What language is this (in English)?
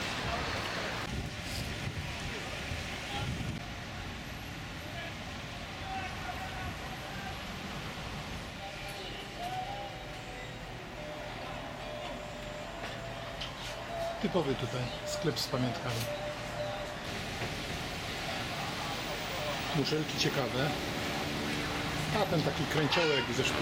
Polish